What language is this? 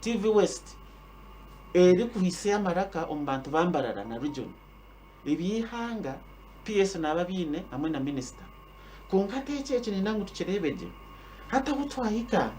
Nyankole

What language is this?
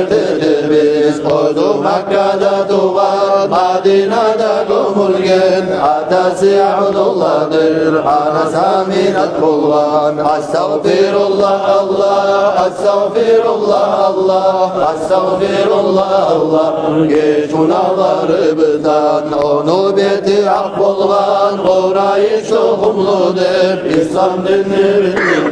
Kumyk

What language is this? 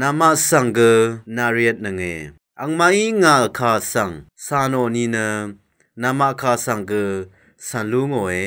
Rawang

